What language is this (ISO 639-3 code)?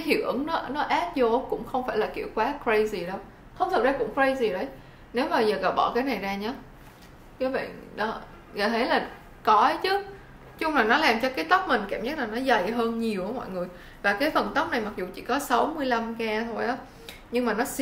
vie